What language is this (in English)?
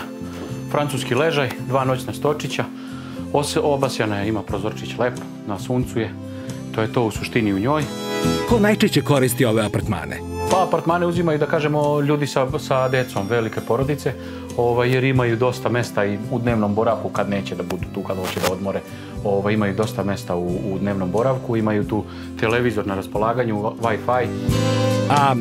Serbian